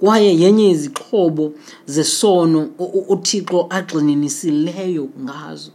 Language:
Xhosa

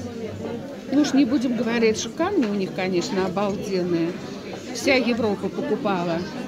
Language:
Russian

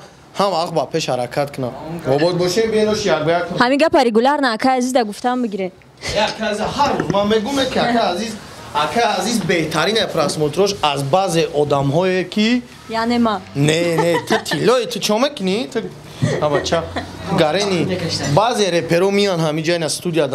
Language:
Tajik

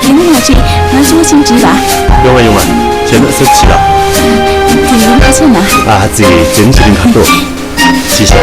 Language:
Tibetan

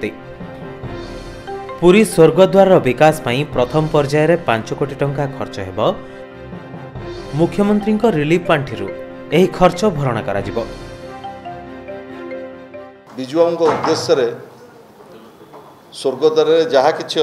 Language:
Odia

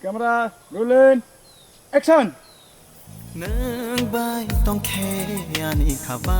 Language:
Kok Borok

